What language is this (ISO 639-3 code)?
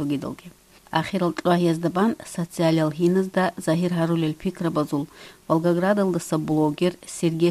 ava